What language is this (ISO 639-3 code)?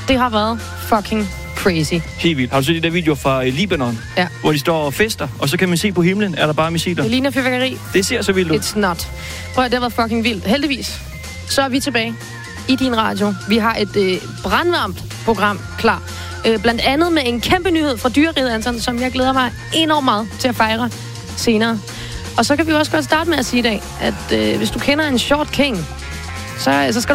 dan